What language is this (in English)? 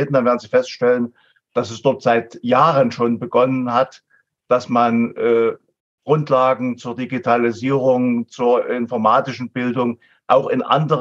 German